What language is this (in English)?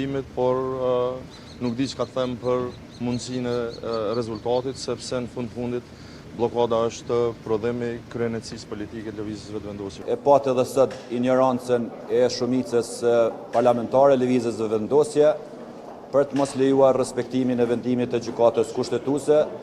Albanian